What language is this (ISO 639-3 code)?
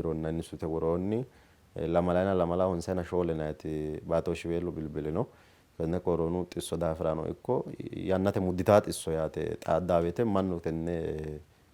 sid